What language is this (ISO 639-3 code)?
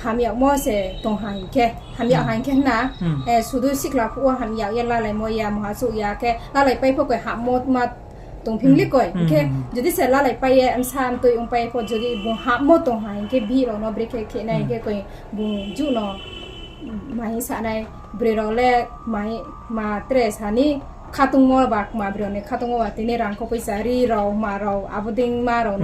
ria